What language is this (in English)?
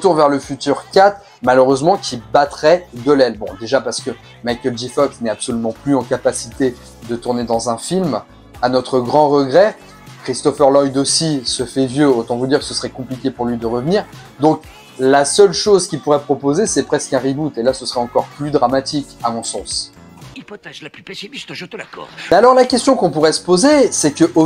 French